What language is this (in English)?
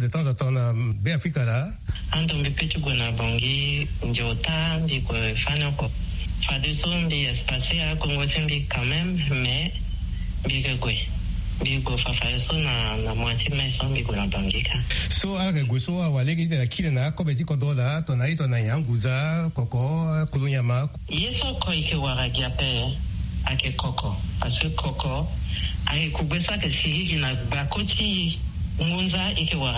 Sango